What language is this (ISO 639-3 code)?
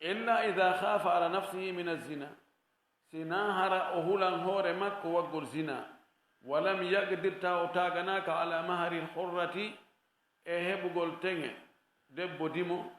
ful